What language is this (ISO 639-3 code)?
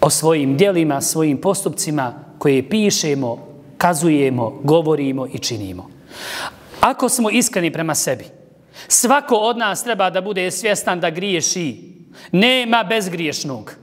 bos